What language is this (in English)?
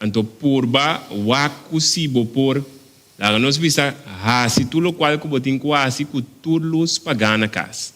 Papiamento